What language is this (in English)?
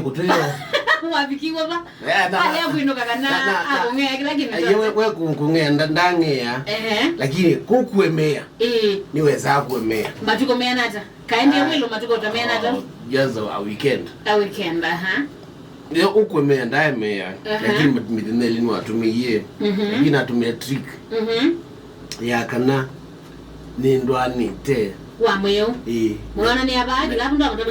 Kamba